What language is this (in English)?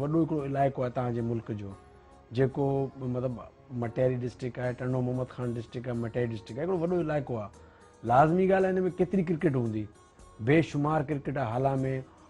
Sindhi